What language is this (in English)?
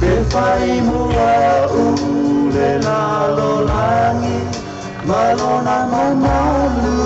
Samoan